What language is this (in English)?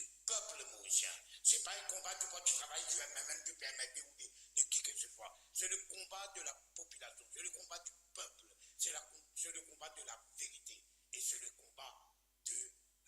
Morisyen